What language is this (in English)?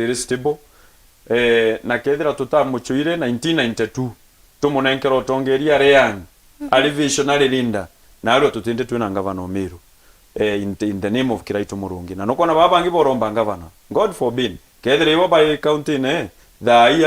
Meru